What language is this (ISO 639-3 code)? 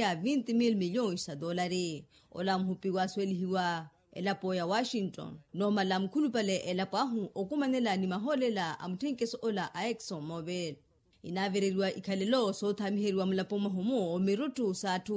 vmw